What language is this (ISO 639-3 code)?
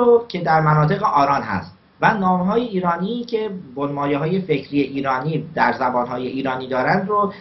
fas